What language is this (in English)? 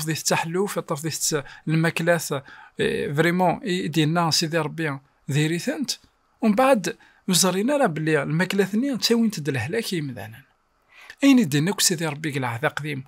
Kabyle